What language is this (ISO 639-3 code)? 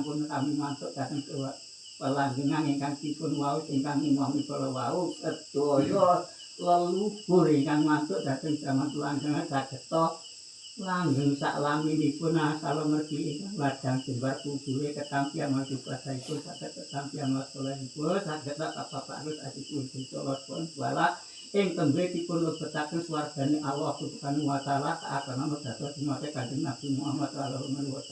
jav